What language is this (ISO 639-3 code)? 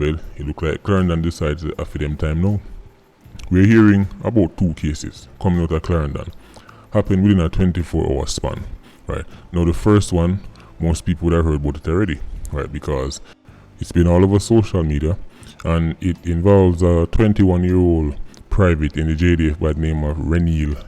jam